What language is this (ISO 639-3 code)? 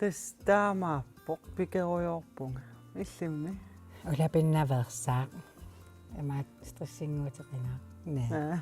kal